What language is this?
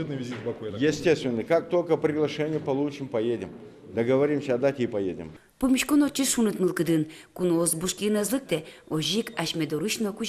Udmurt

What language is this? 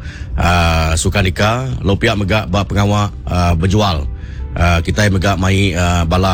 Iban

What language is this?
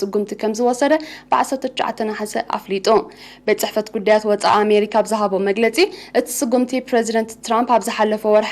Tigrinya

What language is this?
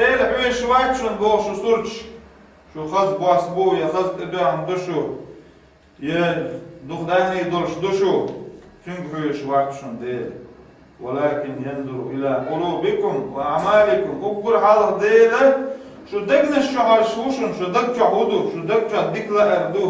Chechen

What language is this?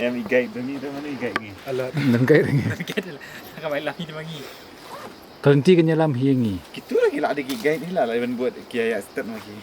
Khasi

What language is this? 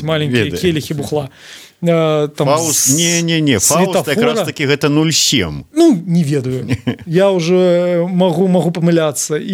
Belarusian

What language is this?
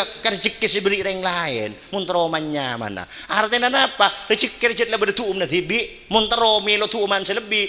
Madurese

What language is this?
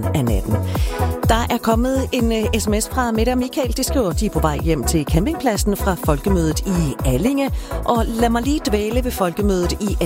Danish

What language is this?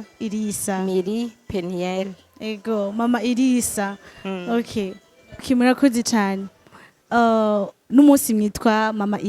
Rundi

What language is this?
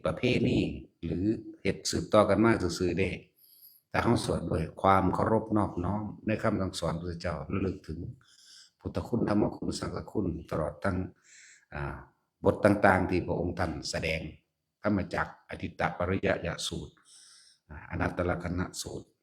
Northeastern Thai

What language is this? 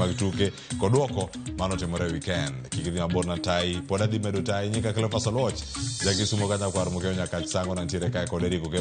Luo (Kenya and Tanzania)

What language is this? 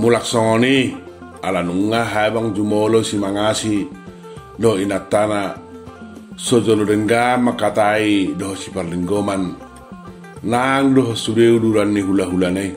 Batak Toba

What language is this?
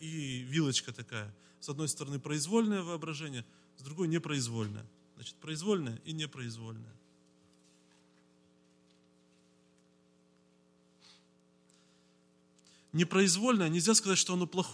Russian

